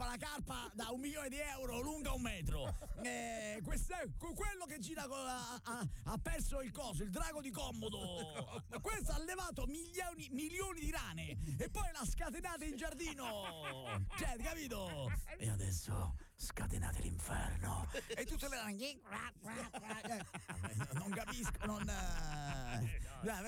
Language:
Italian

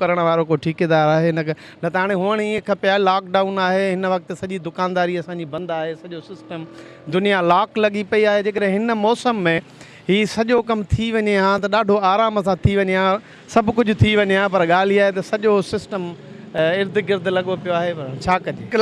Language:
Sindhi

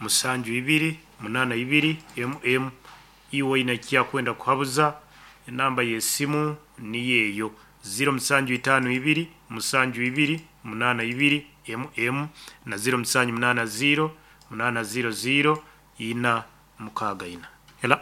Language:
Nyankole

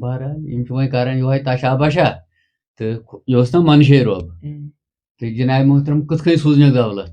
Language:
Kashmiri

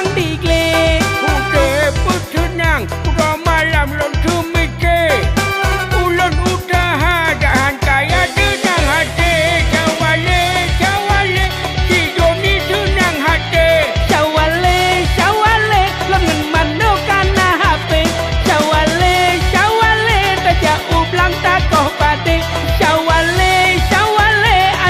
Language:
Achinese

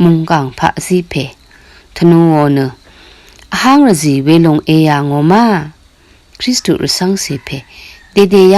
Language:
Rawang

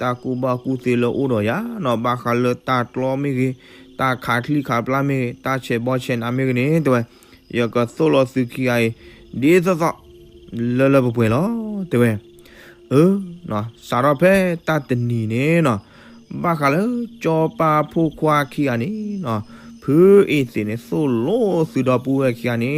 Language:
S'gaw Karen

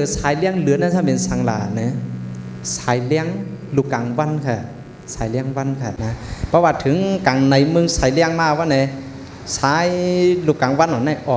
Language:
Shan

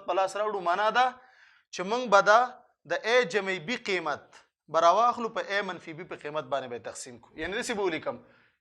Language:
Pashto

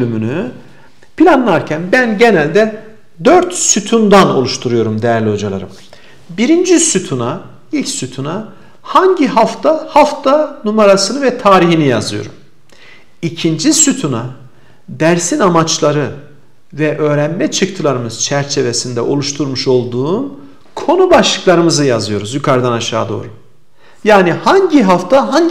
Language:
Turkish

